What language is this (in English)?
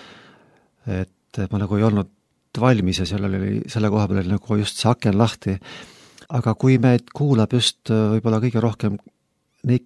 Estonian